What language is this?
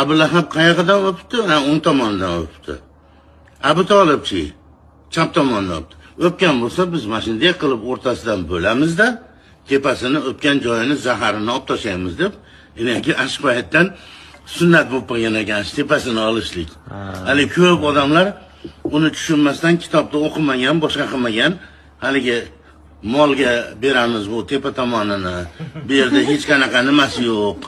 Uzbek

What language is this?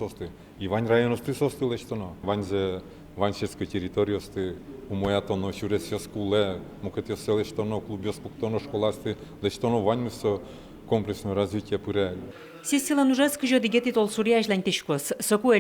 Udmurt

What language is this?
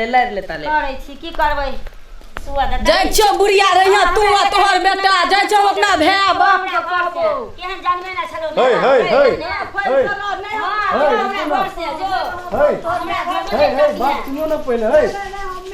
Maithili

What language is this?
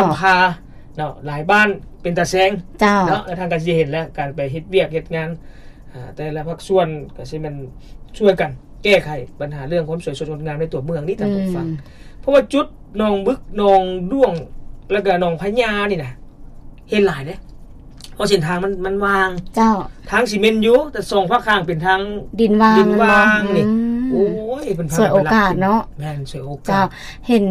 Lao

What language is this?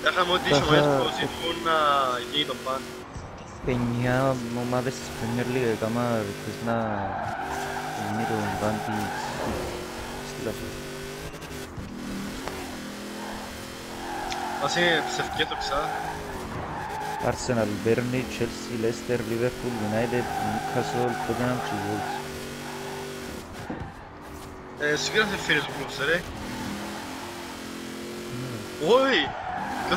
Greek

